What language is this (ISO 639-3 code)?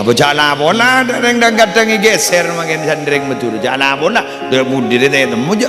mad